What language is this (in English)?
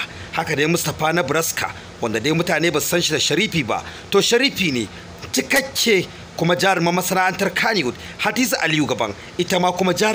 Hausa